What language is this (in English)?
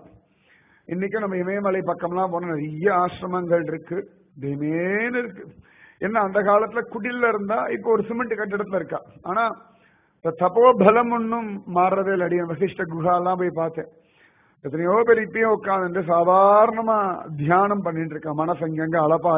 Tamil